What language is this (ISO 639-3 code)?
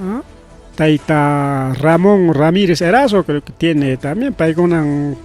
quy